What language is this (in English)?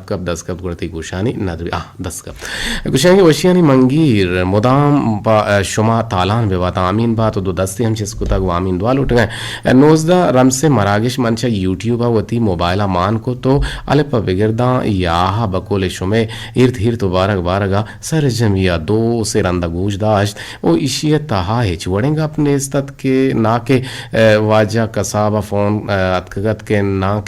Eastern Balochi